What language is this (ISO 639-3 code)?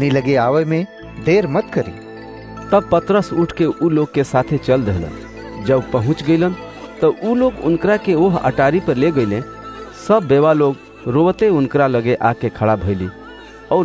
bho